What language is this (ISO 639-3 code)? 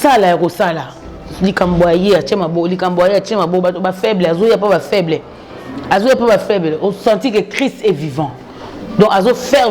lin